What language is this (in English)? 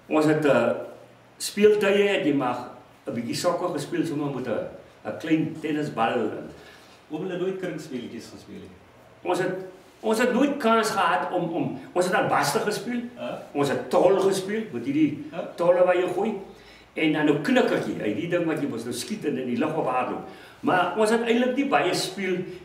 Afrikaans